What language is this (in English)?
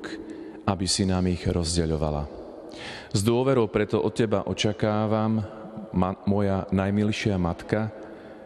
Slovak